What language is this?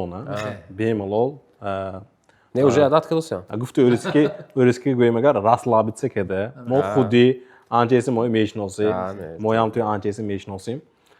Tajik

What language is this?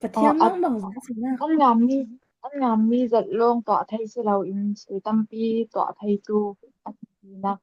Falam Chin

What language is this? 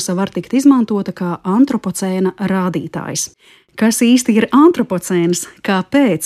Latvian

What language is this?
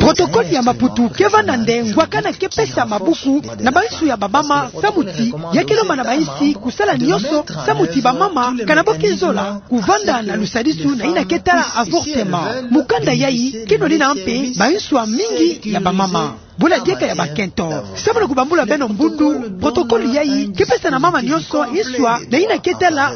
Kituba (Democratic Republic of Congo)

